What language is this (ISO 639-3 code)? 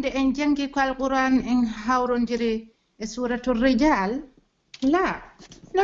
fuf